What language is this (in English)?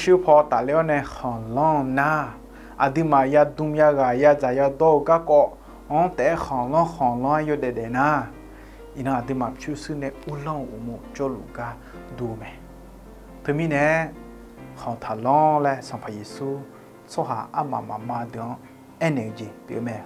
Akha